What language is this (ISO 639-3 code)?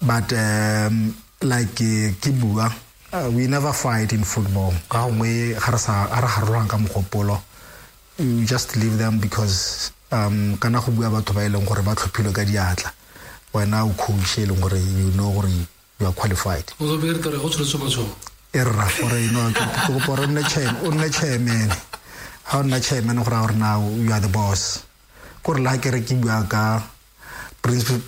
tsn